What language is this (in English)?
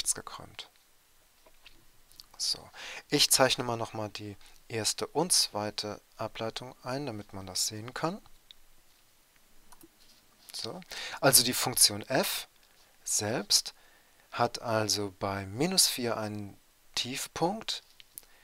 German